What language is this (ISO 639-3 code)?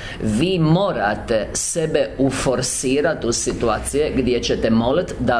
hrv